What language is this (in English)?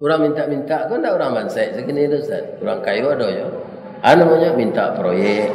Minangkabau